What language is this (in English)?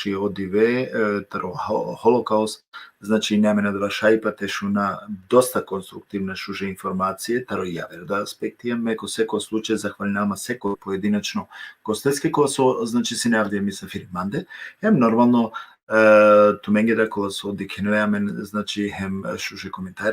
Balkan Romani